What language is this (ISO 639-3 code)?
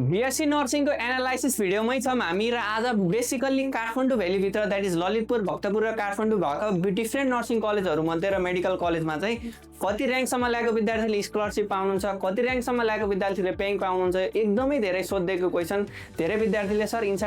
nep